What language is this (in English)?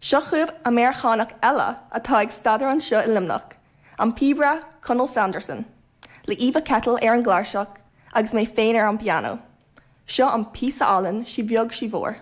Irish